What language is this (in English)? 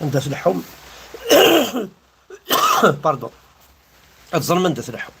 Kabyle